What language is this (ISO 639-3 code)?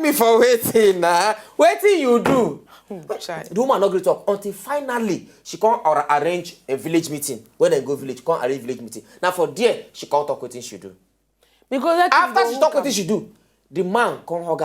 pcm